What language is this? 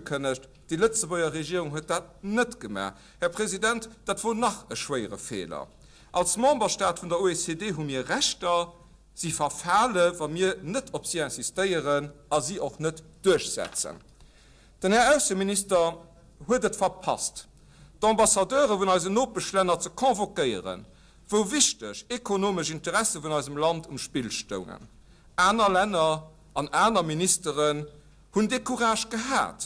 Luxembourgish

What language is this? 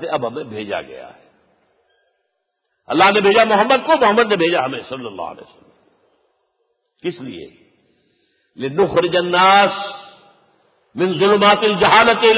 Urdu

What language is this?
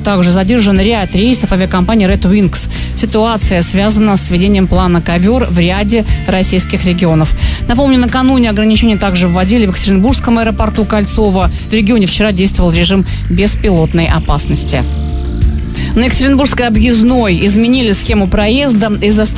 Russian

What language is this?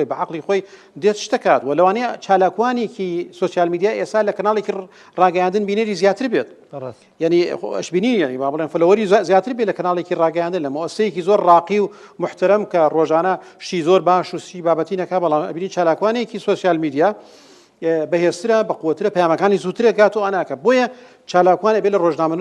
Central Kurdish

